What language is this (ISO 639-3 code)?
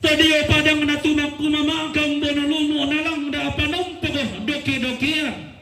sda